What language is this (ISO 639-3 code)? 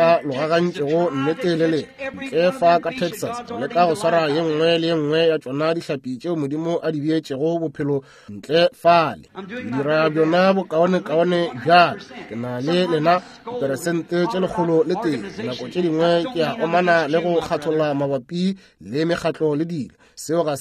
nso